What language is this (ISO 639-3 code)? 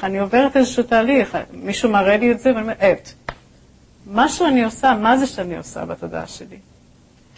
heb